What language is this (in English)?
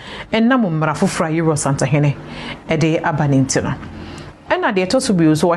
Akan